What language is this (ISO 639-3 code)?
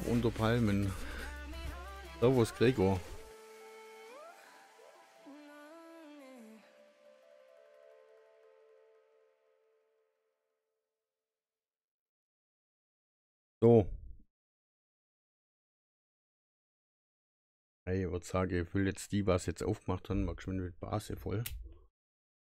deu